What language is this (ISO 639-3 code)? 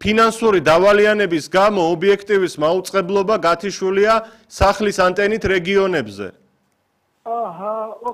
kat